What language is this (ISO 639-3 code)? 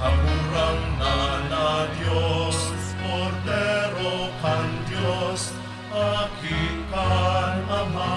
bik